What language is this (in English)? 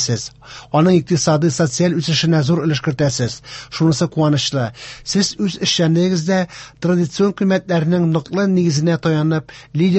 Tatar